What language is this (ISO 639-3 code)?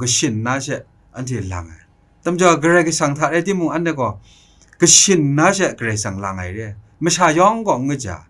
kac